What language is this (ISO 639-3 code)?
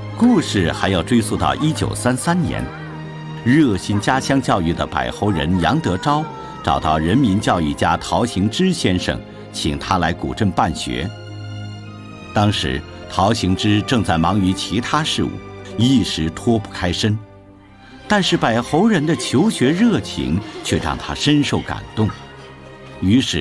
zho